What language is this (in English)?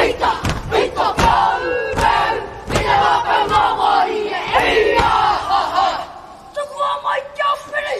Māori